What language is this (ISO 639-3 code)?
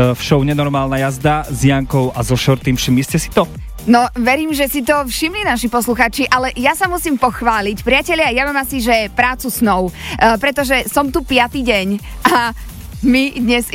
slk